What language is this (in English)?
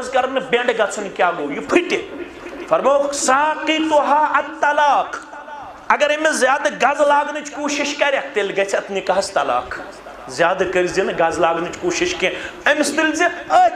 Kashmiri